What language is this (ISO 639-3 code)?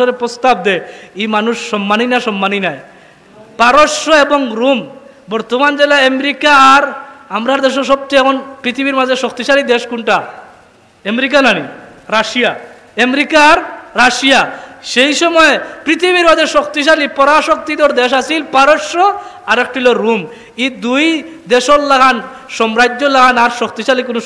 syl